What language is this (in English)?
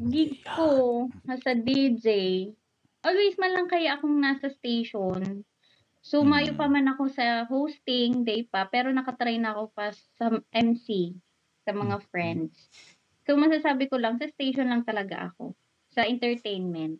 Bikol